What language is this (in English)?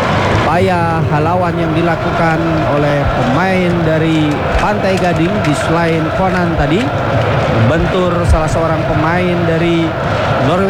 Indonesian